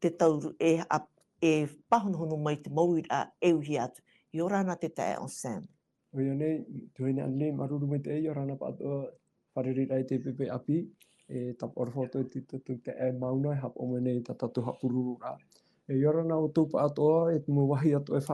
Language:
Tahitian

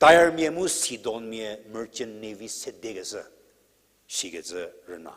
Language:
Angami Naga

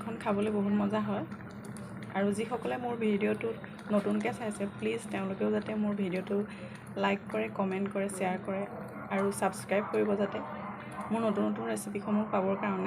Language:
Assamese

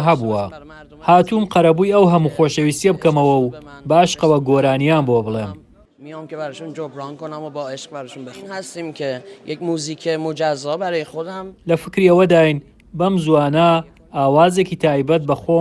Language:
Central Kurdish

